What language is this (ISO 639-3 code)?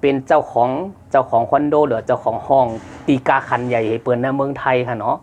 shn